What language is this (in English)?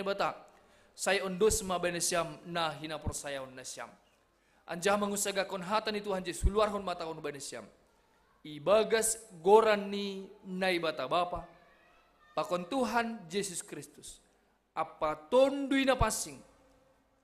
Batak Simalungun